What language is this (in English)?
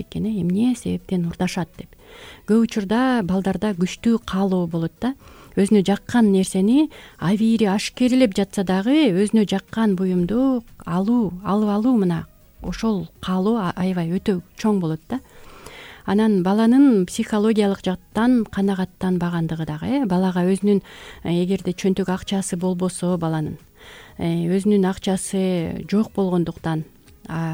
Kyrgyz